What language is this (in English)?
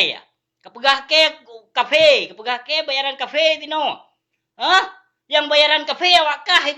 Achinese